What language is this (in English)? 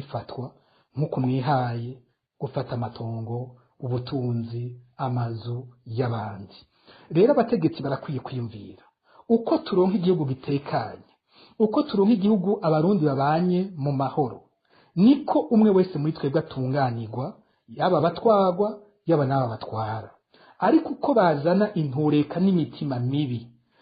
Rundi